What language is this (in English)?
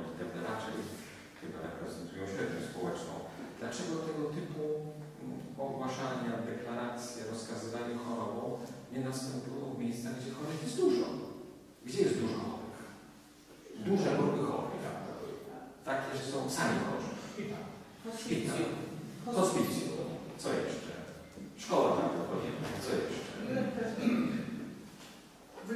Polish